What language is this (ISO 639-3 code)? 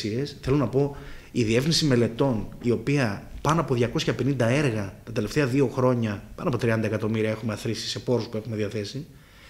ell